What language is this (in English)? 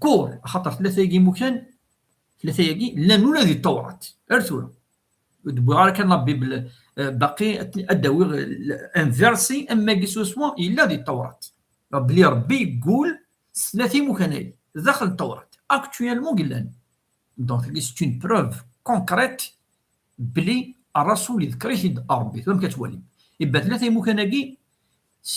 Kabyle